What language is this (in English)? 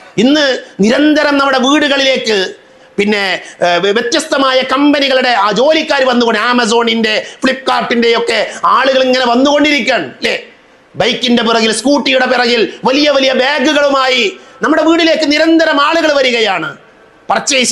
Malayalam